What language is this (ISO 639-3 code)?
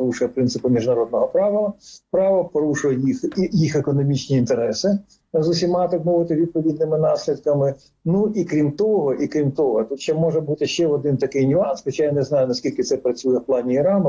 ukr